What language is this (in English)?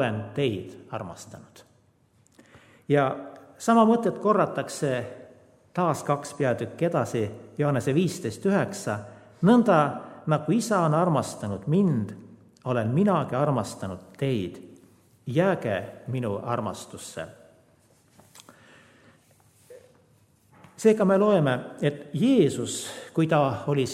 Estonian